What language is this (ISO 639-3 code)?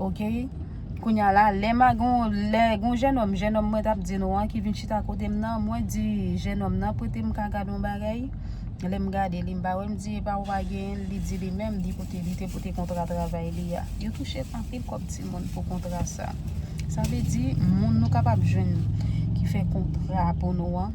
hat